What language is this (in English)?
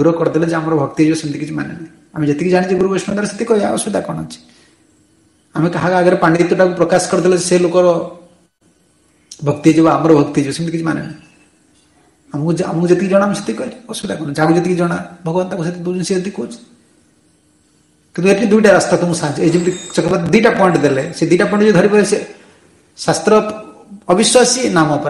Odia